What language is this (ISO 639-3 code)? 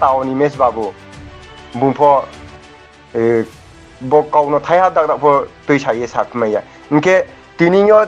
ria